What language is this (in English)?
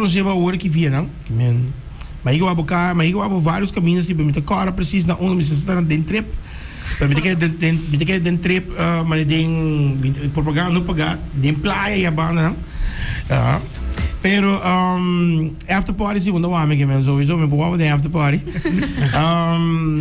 Papiamento